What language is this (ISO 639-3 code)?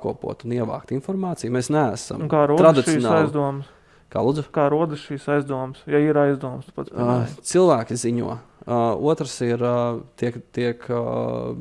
lav